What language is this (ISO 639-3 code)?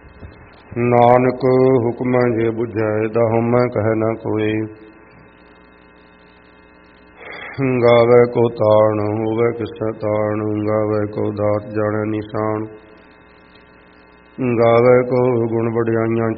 pan